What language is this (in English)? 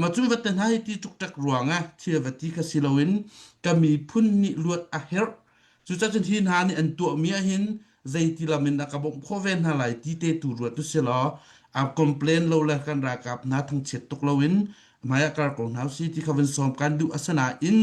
Hakha Chin